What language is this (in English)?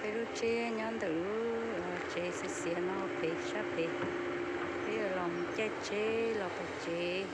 Hmong